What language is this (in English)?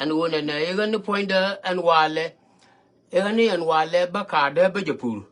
Nuer